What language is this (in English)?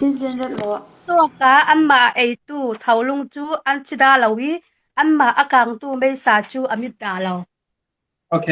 Falam Chin